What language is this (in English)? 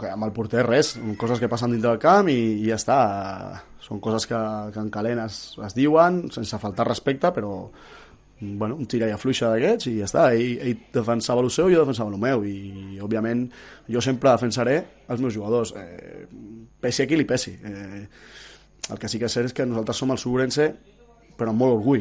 Catalan